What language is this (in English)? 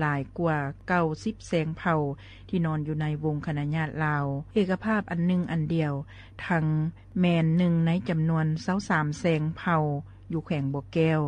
Lao